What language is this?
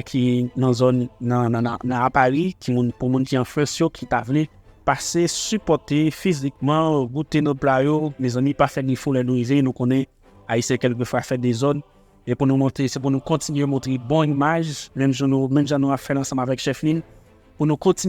Haitian Creole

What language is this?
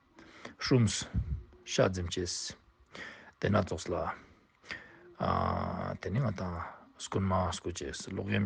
Ladakhi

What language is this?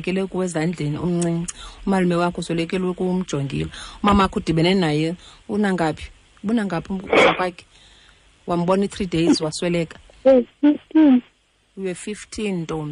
Xhosa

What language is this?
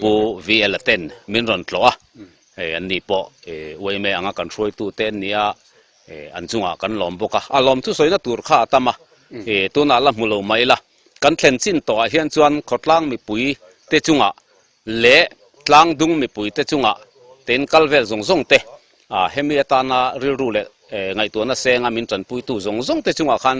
Mizo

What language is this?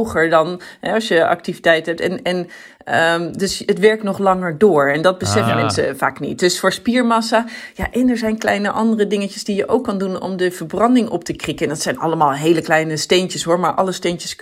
Dutch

